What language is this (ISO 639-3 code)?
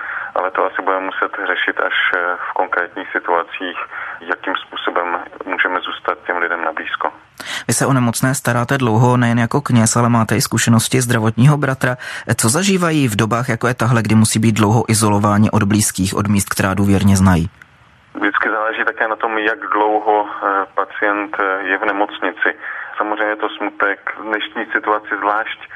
ces